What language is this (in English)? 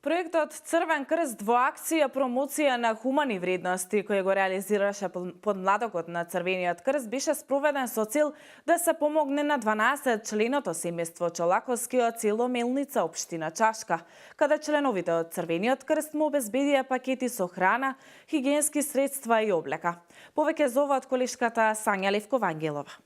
Macedonian